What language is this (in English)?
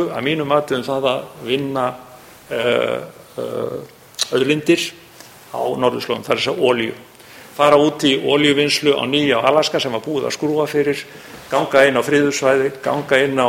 Icelandic